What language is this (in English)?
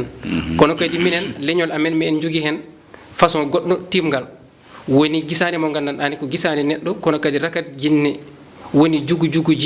Fula